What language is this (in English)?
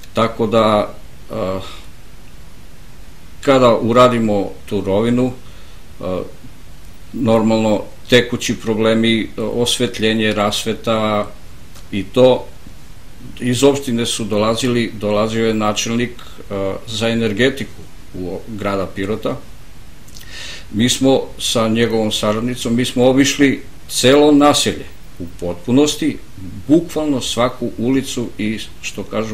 Serbian